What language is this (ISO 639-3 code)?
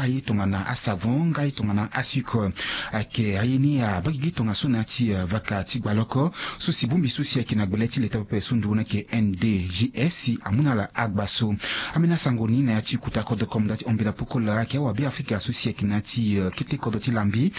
sag